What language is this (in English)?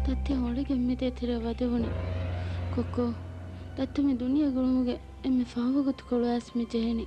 Divehi